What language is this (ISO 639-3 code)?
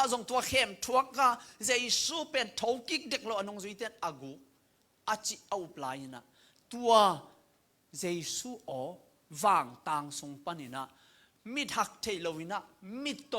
ctd